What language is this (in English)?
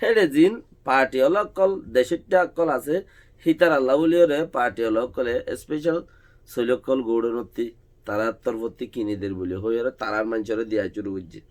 Rohingya